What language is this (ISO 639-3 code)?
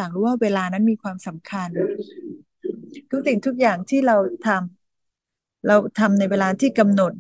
tha